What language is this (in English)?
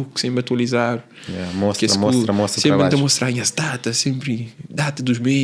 Kabuverdianu